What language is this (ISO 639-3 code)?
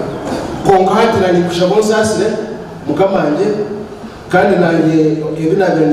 nyn